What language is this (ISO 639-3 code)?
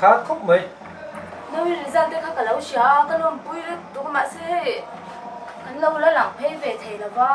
lus